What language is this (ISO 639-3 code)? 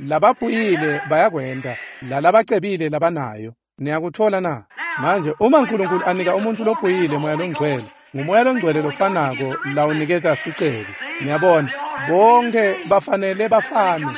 ssw